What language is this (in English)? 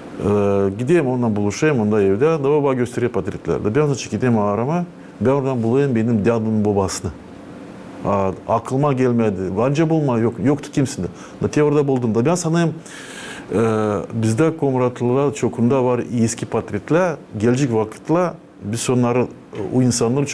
Gagauz